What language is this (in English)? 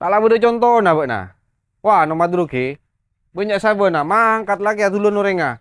Madurese